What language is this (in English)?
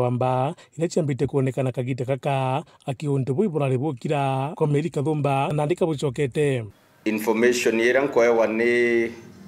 Meru